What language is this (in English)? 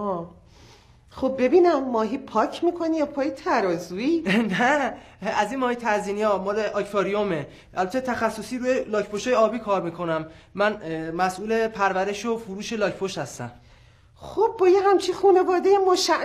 Persian